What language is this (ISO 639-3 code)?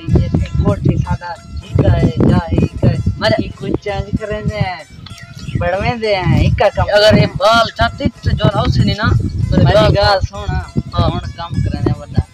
skr